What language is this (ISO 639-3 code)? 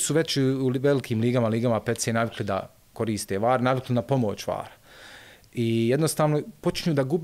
bos